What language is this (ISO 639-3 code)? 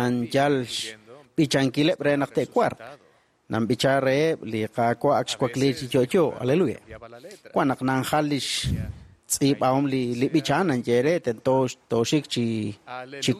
kek